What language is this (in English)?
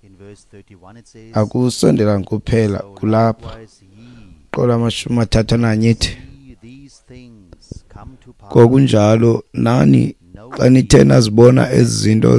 Xhosa